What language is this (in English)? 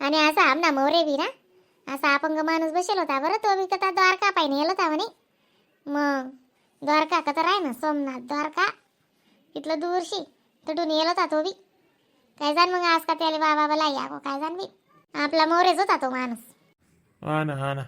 Khandesi